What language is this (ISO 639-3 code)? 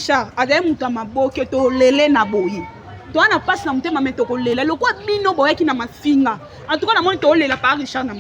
lin